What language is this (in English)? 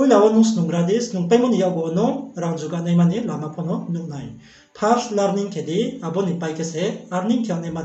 Riang (India)